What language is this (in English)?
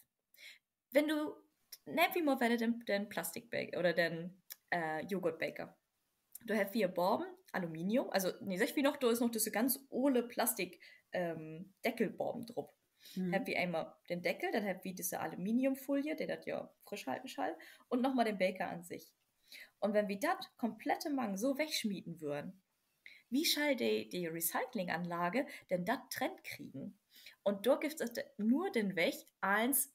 Low German